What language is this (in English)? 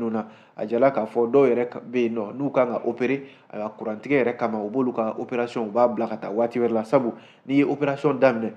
Bambara